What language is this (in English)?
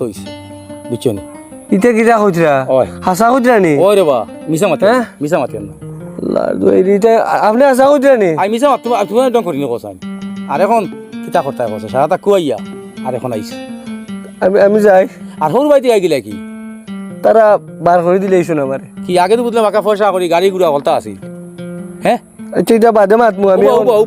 Sylheti